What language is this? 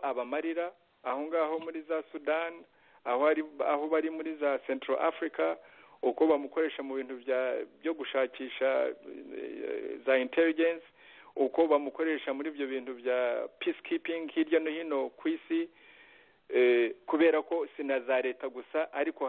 Kinyarwanda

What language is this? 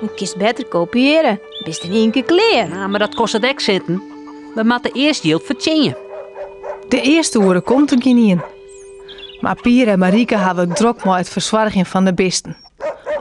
Western Frisian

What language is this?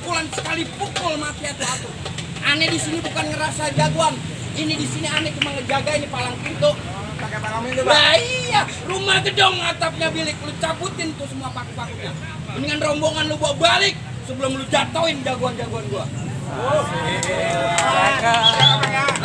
Betawi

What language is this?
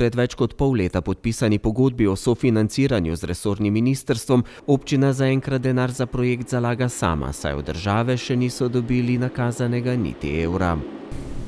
Slovenian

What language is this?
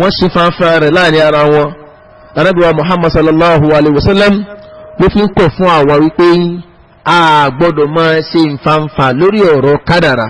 Yoruba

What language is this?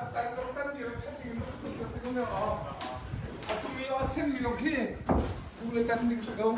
Hakha Chin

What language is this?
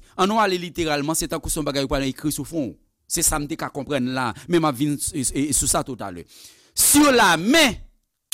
Haitian Creole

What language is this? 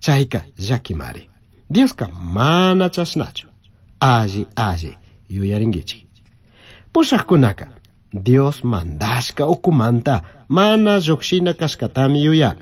Chimborazo Highland Quichua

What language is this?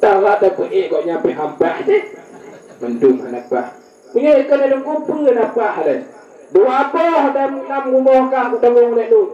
Achinese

